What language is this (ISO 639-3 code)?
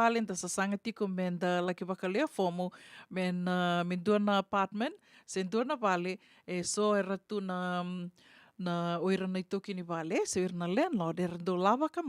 fij